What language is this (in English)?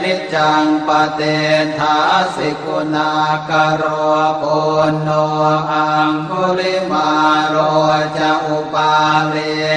Pali